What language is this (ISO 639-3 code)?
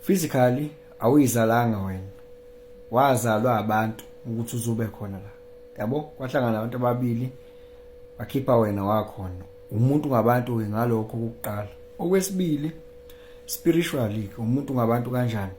zul